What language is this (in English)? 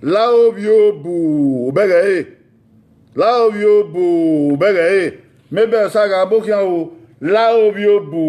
Bini